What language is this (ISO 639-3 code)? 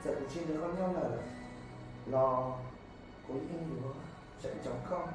hmn